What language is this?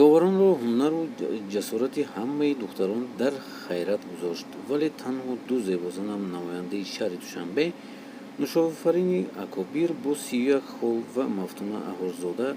Tajik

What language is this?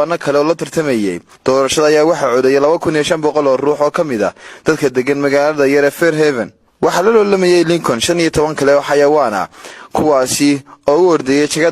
Somali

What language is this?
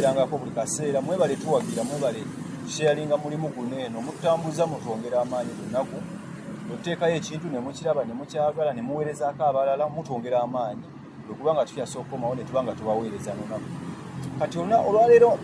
Ganda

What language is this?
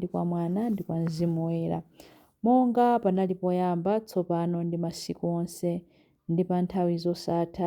Nyanja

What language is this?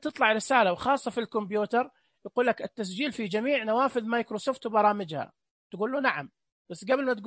Najdi Arabic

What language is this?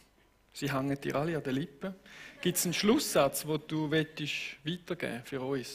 Swiss German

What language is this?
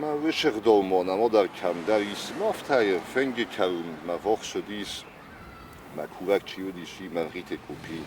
Ossetic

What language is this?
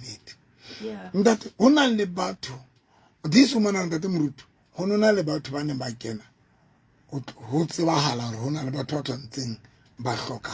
Southern Sotho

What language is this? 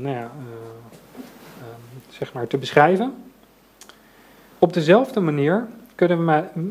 Dutch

